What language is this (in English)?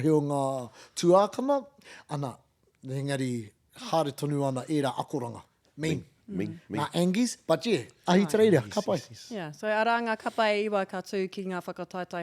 Māori